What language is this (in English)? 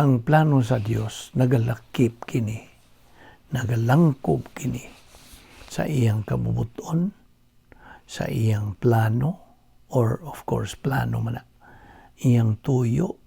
Cebuano